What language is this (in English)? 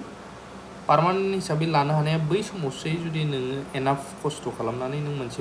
Bodo